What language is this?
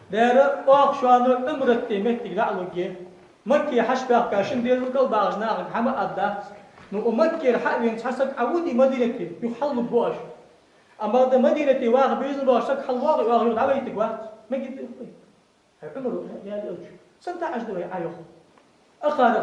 Ingush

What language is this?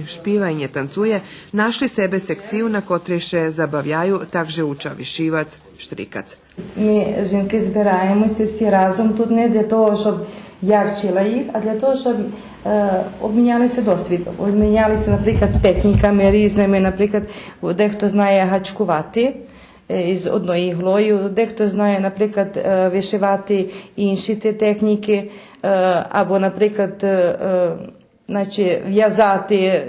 Rusyn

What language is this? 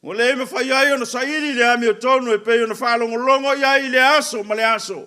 Samoan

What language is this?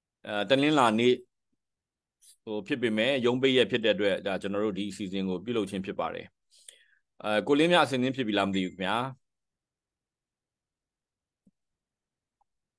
Burmese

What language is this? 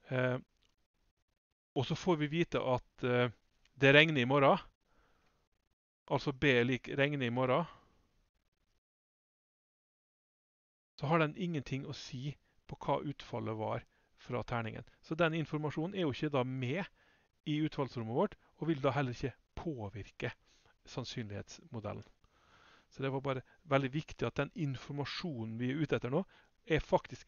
Norwegian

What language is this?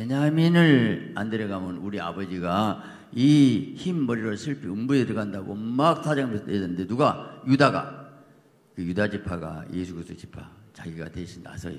Korean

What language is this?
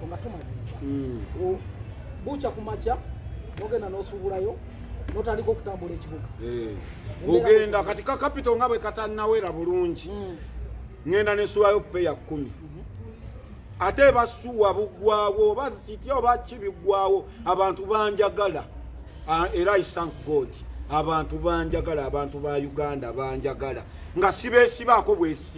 Ganda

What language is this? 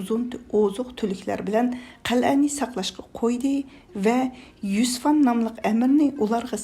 Uyghur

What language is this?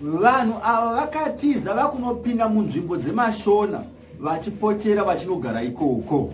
Shona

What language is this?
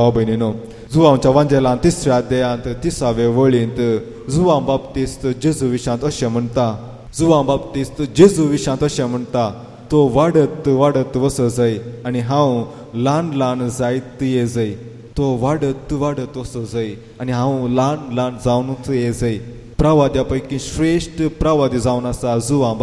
Konkani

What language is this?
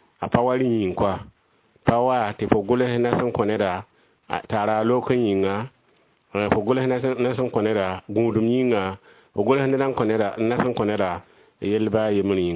Mossi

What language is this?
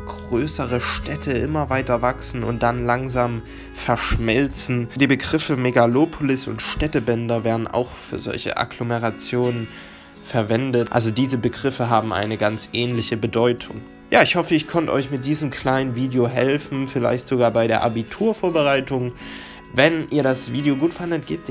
German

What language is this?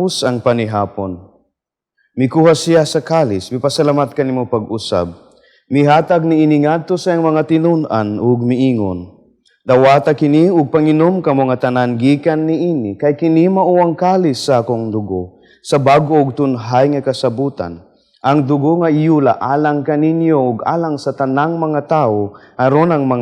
Cebuano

